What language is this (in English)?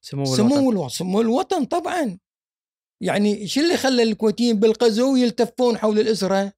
Gulf Arabic